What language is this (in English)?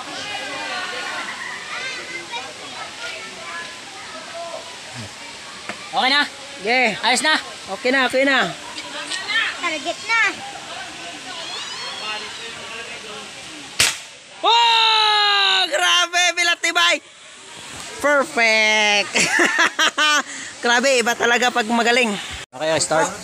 Filipino